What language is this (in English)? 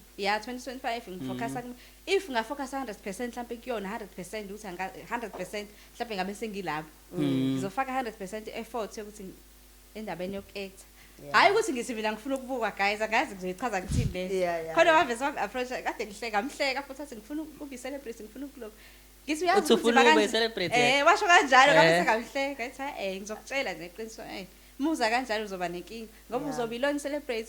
Zulu